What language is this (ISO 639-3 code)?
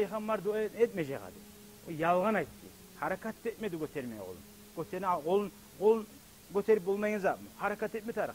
kum